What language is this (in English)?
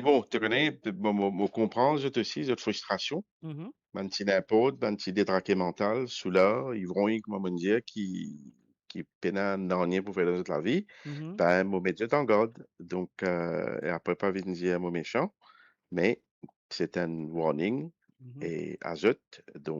Morisyen